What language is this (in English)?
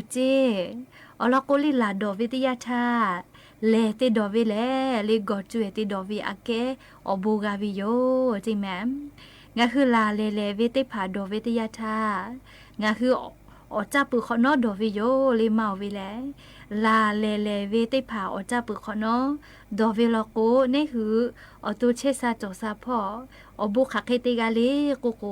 Lahu